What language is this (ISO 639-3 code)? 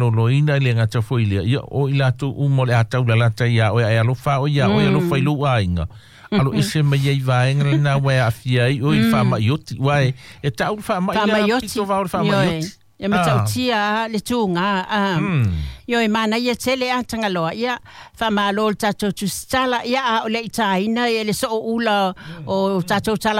smo